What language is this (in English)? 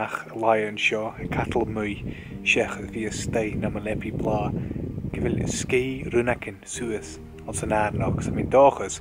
Scottish Gaelic